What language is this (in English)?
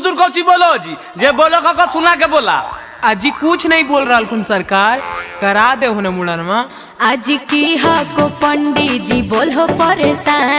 Magahi